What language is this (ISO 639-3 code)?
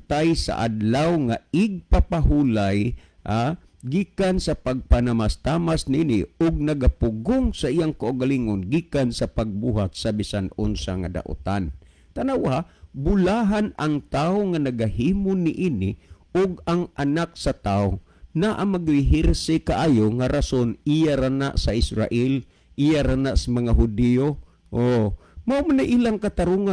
ceb